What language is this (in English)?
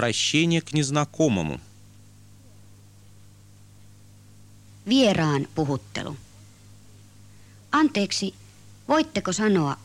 Finnish